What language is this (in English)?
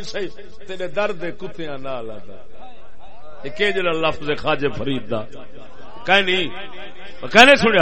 Saraiki